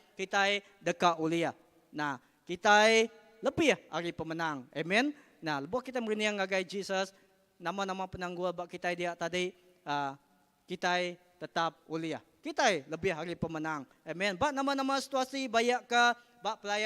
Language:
Iban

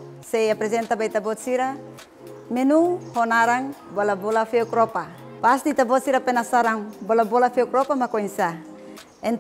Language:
Tetum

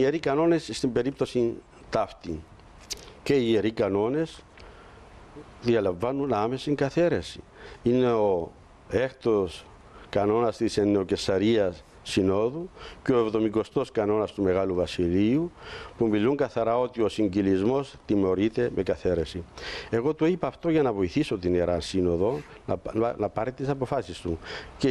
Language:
Greek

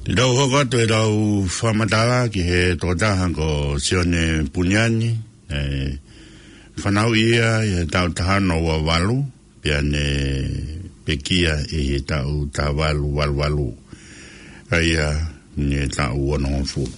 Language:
Tongan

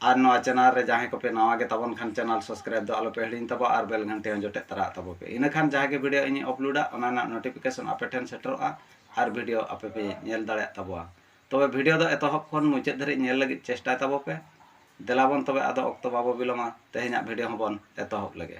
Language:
Santali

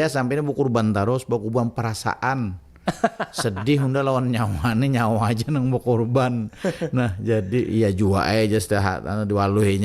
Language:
Banjar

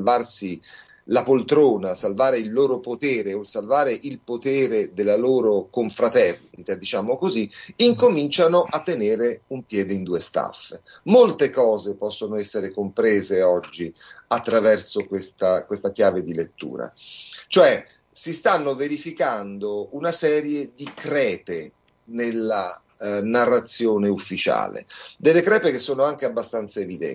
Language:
Italian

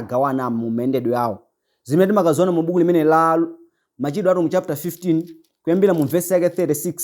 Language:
Nyanja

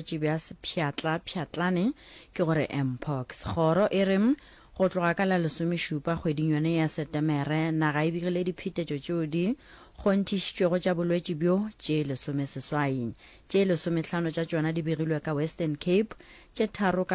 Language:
Northern Sotho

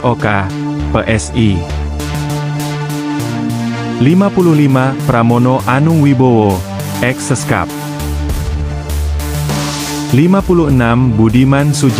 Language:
Indonesian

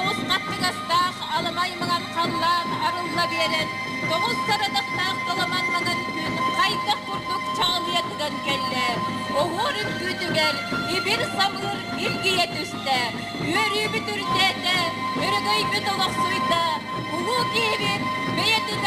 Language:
Yakut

